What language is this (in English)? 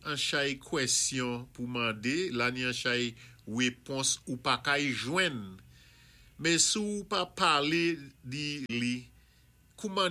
Saint Lucian Creole French